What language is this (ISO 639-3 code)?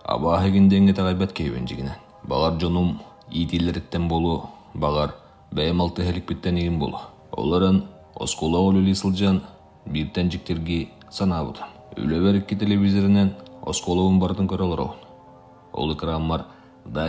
sah